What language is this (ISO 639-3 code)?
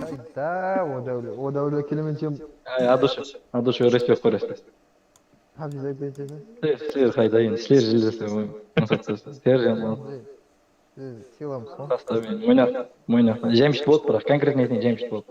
kaa